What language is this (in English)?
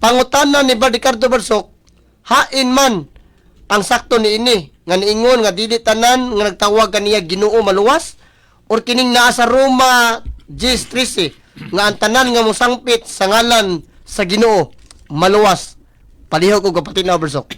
Cebuano